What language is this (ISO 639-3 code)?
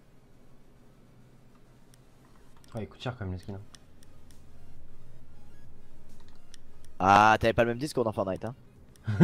fra